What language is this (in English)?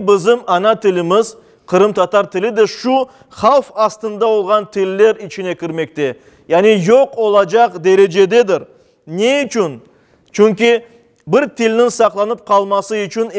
Crimean Tatar